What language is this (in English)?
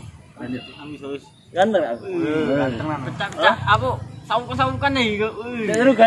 Musi